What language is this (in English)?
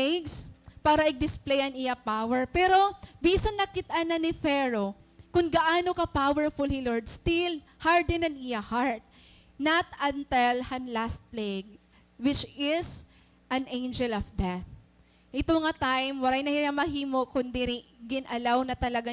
Waray